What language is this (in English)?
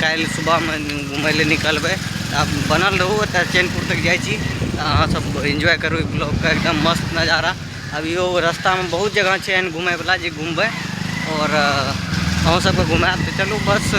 Maithili